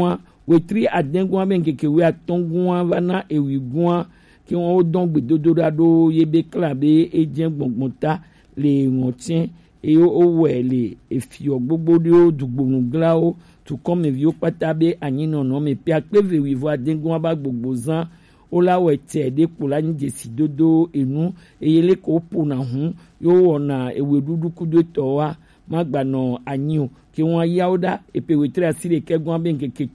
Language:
Gen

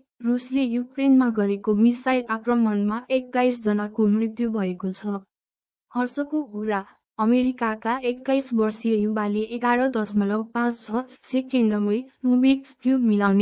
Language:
Nepali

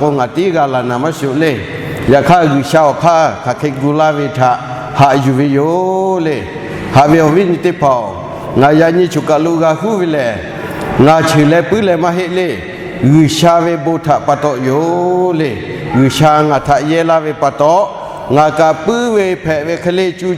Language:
Lahu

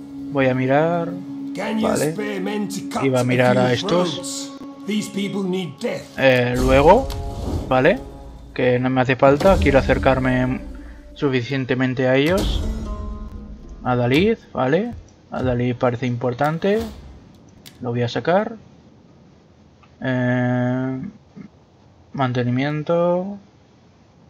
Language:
Spanish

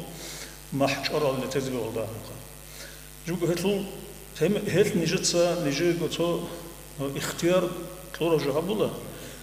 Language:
Avaric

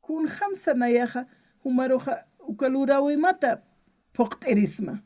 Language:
Aymara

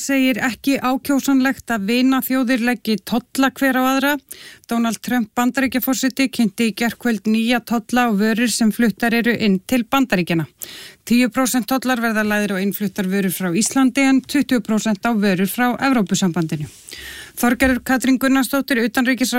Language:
Icelandic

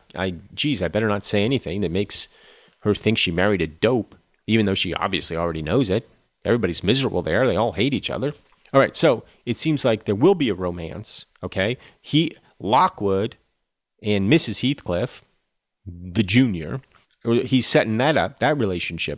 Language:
English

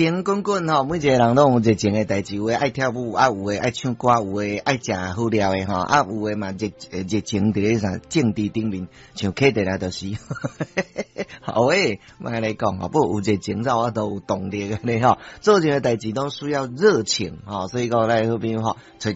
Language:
Min Nan Chinese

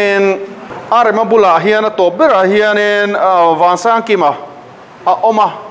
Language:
Mizo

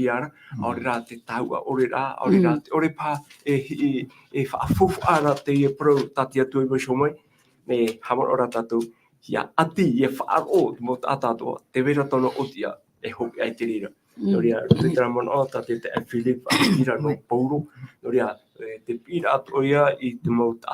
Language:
Tahitian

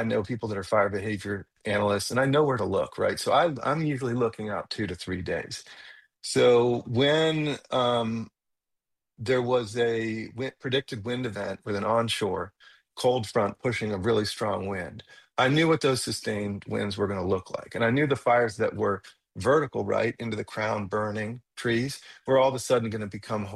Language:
English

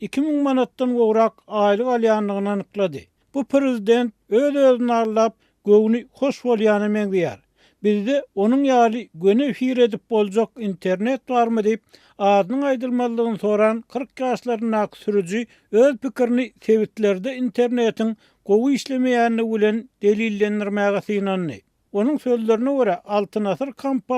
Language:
Turkmen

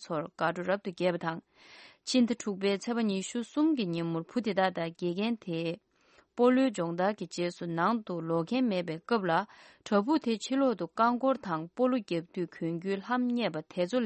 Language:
Tibetan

